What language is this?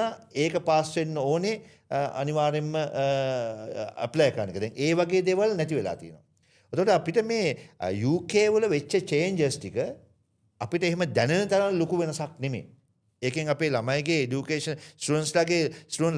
Sinhala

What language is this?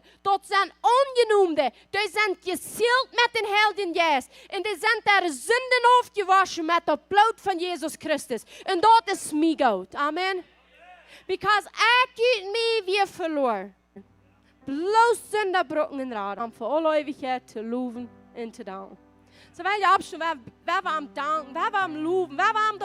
Plautdietsch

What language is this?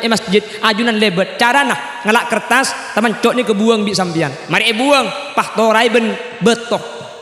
Madurese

